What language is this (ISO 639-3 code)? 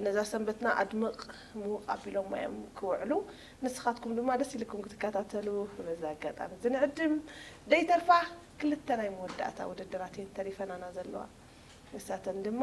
tir